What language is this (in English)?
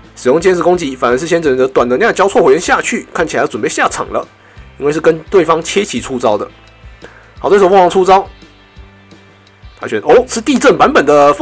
Chinese